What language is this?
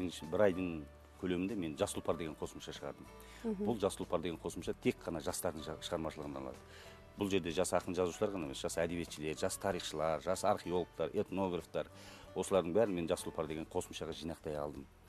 Kazakh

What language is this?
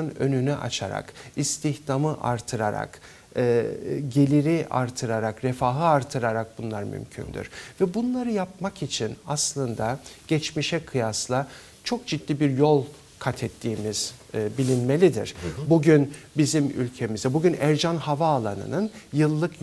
Turkish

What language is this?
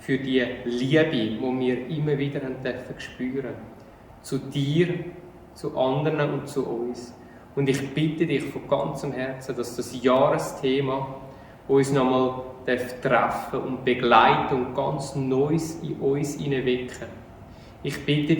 Swiss German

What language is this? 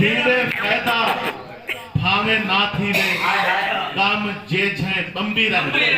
Saraiki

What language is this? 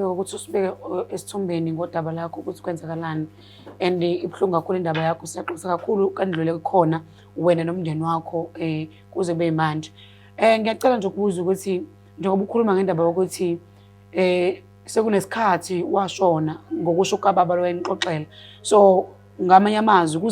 Zulu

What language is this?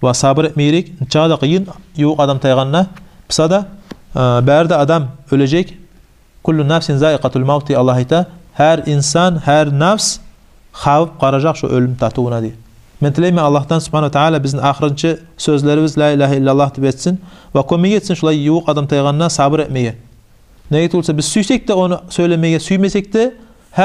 Kumyk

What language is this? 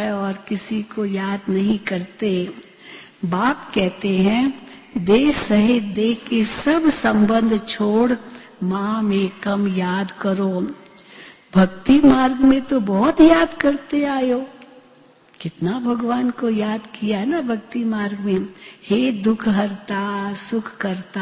Hindi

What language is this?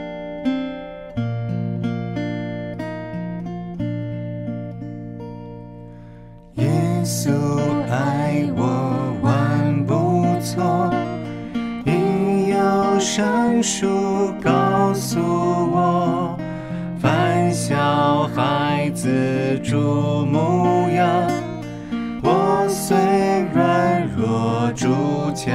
Chinese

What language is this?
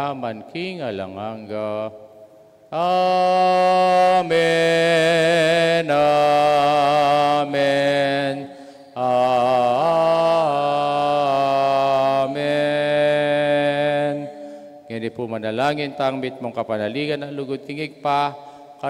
Pampanga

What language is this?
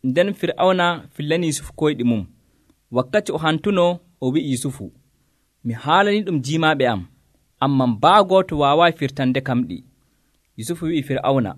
Nigerian Fulfulde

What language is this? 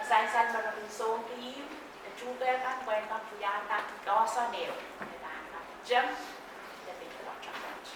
Pohnpeian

